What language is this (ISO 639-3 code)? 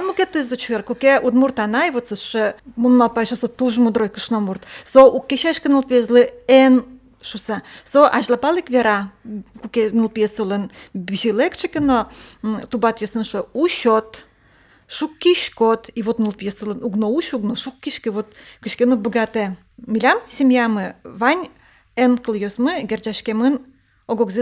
udm